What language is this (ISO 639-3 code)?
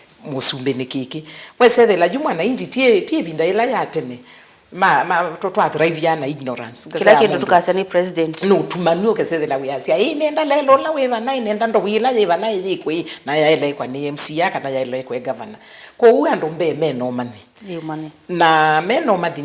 kam